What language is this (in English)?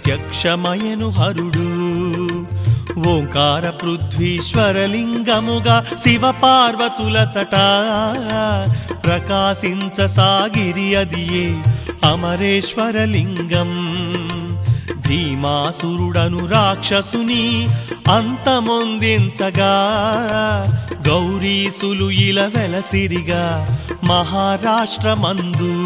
Telugu